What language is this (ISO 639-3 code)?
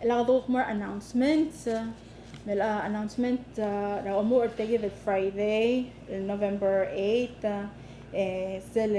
pau